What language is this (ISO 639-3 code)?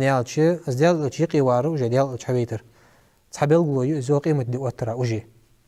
inh